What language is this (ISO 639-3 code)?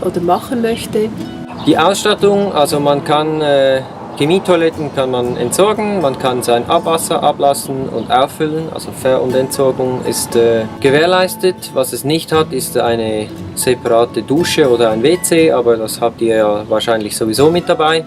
gsw